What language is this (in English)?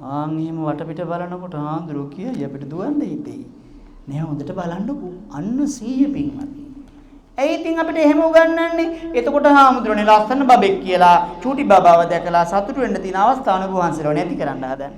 Sinhala